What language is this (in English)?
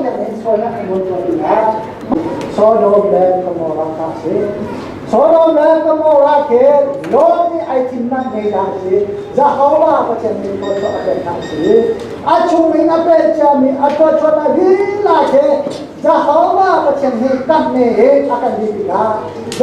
Hakha Chin